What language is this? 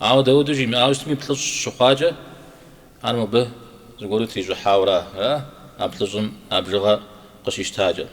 Kabardian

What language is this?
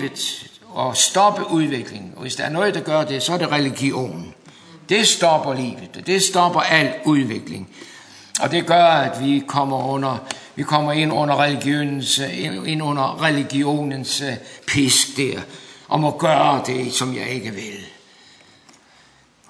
Danish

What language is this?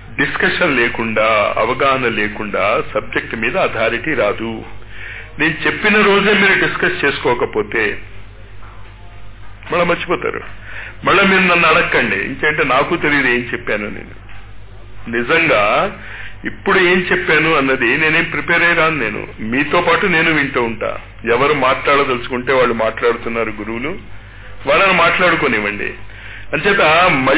Telugu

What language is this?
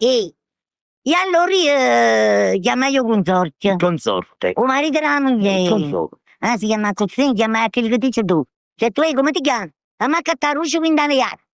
Neapolitan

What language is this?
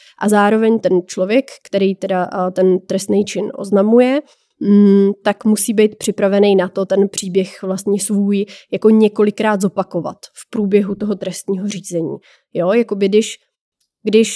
Czech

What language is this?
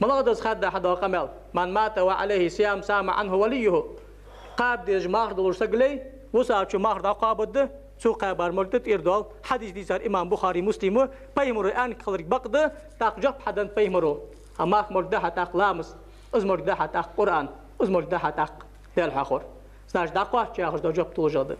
Ingush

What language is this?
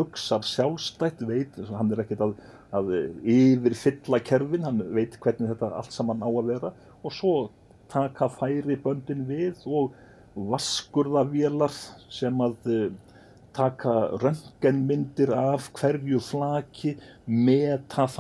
Icelandic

